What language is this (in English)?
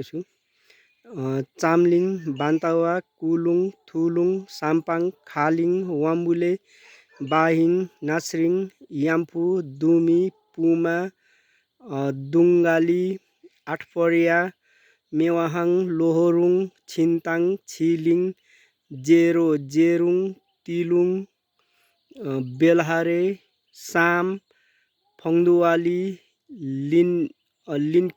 Nepali